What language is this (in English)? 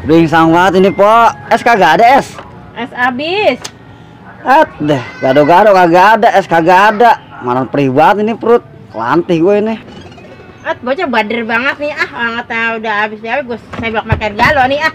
Betawi